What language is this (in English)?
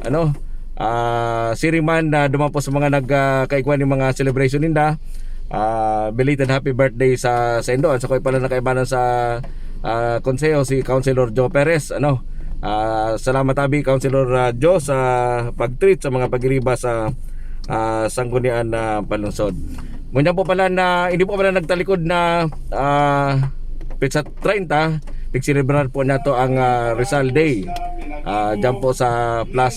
Bikol